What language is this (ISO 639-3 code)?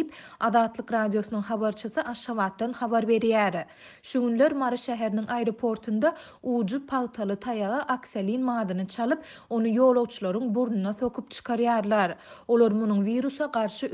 tuk